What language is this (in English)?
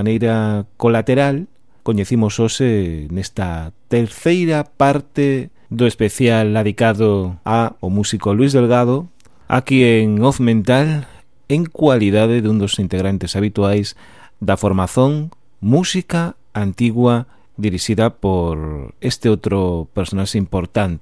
Galician